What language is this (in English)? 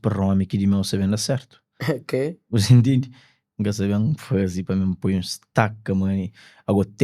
Kabuverdianu